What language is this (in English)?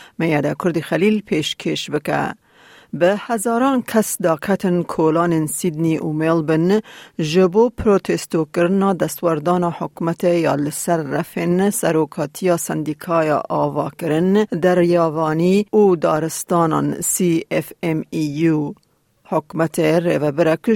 Kurdish